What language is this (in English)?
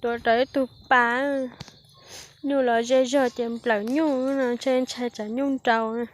Hmong